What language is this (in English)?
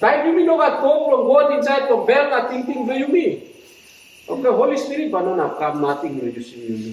Tok Pisin